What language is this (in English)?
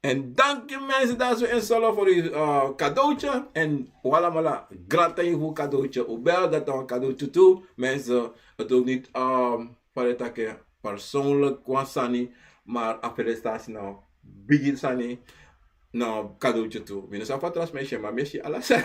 Sranan Tongo